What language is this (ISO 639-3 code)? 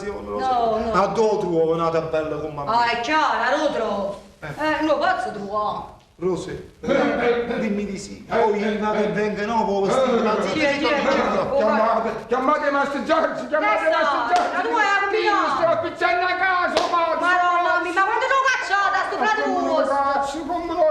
nap